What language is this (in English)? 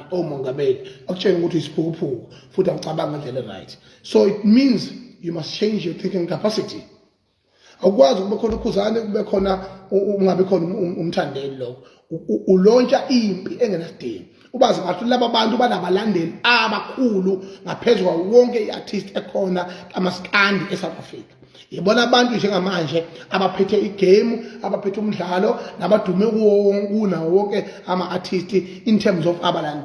Zulu